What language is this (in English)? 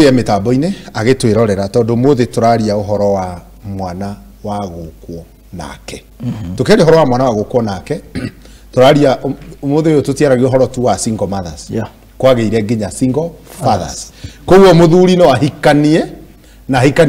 Kikuyu